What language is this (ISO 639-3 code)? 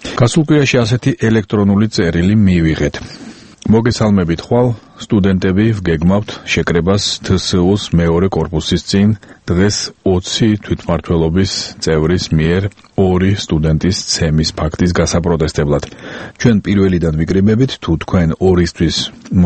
kat